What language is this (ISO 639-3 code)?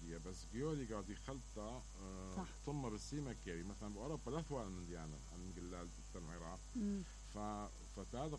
acm